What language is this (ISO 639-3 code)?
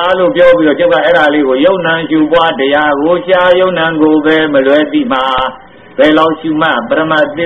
mya